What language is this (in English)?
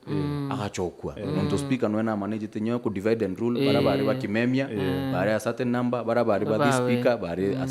Meru